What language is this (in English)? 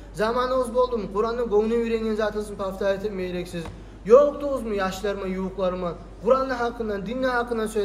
Kumyk